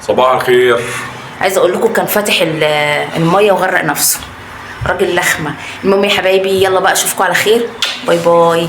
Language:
Egyptian Arabic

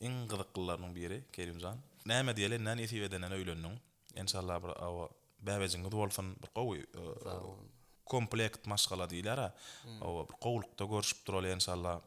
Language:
Turkmen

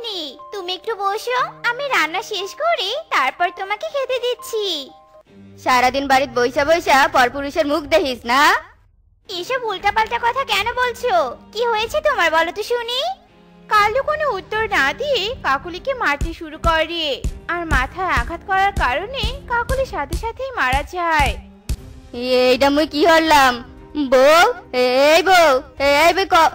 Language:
Bangla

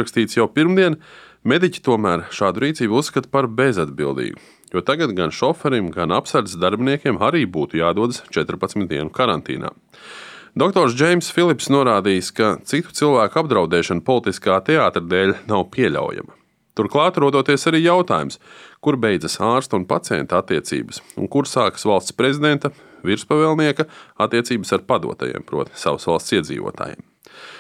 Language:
Latvian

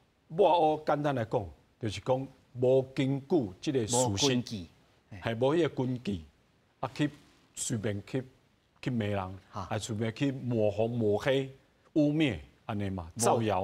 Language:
Min Nan Chinese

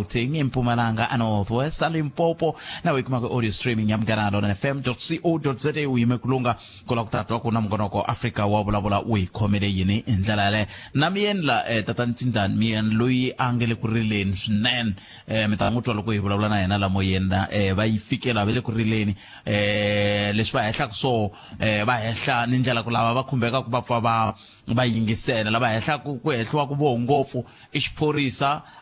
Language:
Tsonga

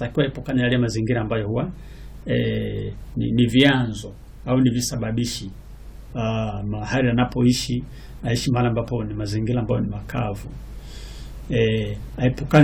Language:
Swahili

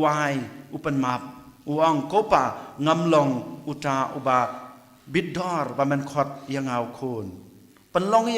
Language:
Khasi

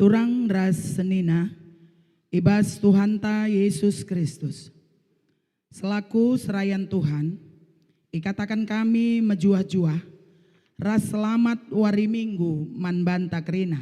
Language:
Batak Karo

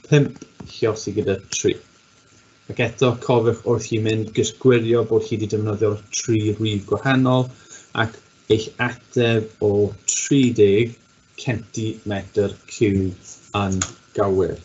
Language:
Welsh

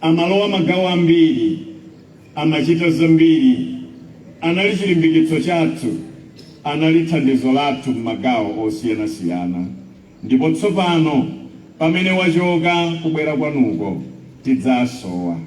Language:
Nyanja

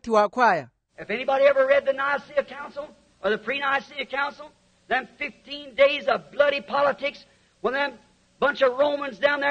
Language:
Makhuwa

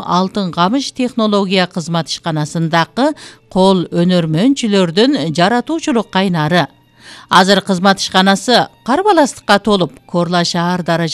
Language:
Kyrgyz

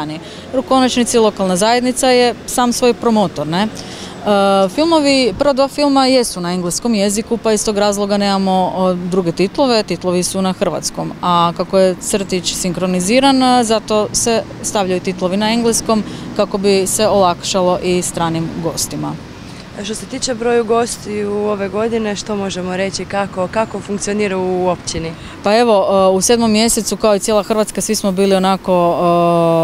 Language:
Croatian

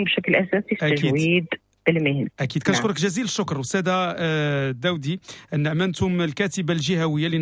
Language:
Moroccan Arabic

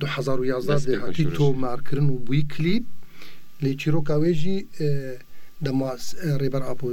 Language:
Kurdish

